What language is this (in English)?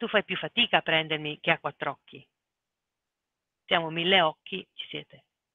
Italian